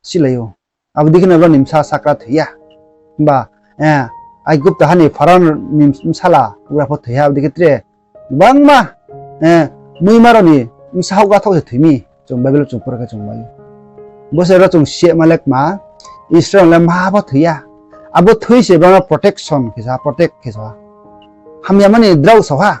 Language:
Riang (India)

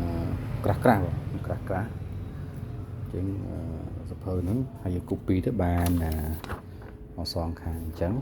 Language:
Khmer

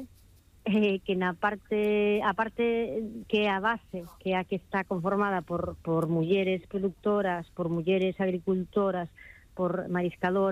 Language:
Galician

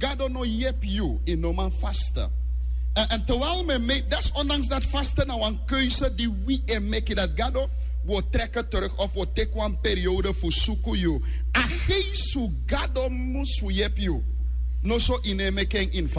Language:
Sranan Tongo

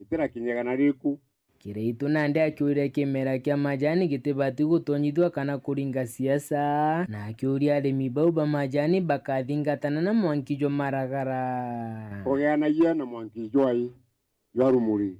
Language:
Meru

